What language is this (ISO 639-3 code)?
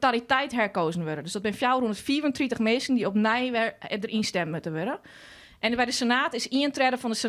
fry